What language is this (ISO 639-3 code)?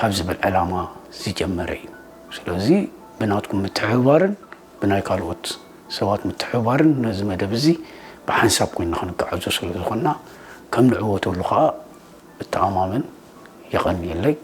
tir